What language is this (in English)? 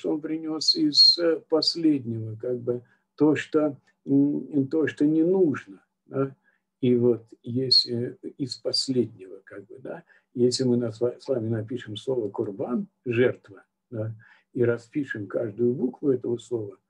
Russian